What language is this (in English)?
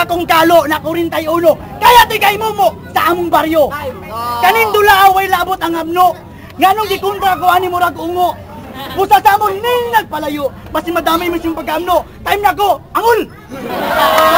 Cebuano